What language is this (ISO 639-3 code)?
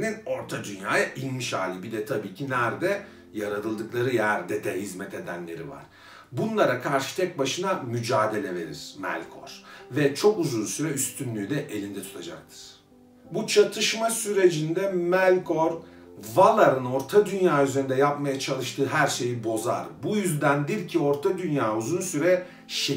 tur